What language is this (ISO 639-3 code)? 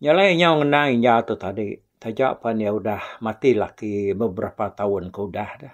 iba